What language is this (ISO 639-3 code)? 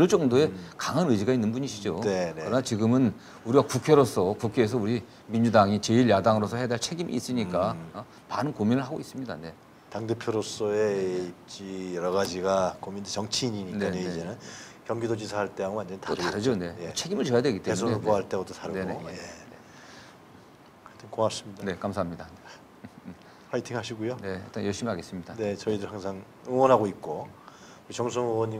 kor